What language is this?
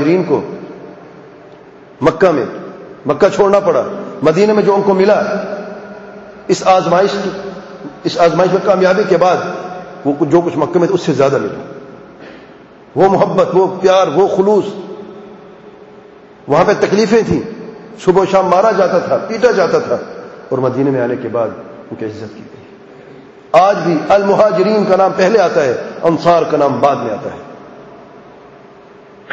Urdu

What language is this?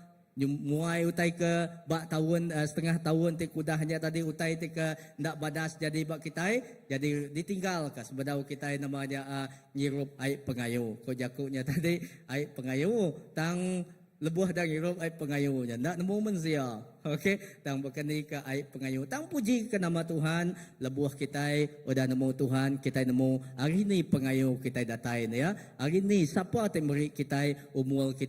Iban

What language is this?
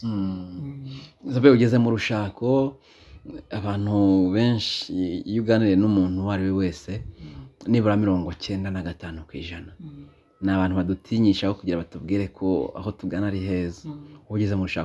Kinyarwanda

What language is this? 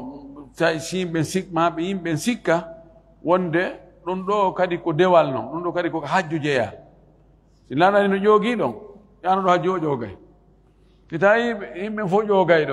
Fula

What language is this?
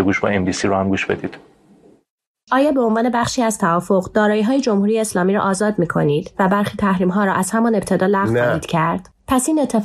Persian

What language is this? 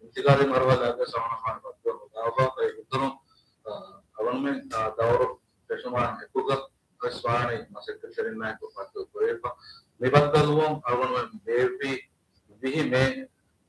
Divehi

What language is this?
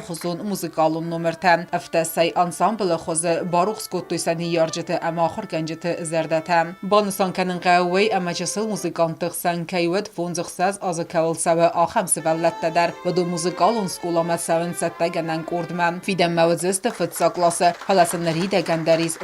Ossetic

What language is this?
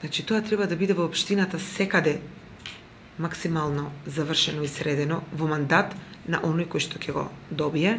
Macedonian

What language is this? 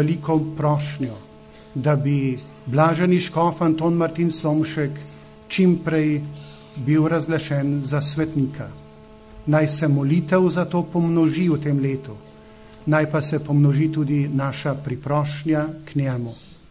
Slovenian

